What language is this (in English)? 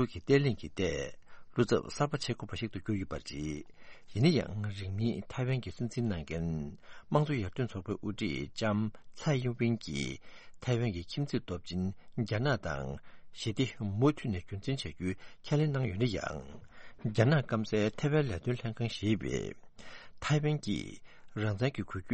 Tibetan